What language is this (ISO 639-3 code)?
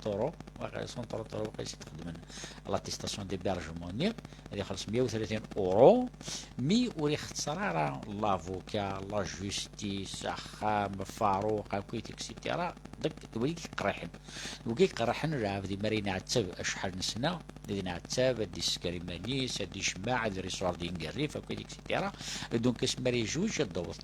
kab